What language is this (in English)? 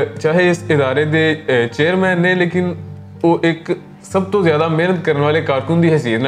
Western Panjabi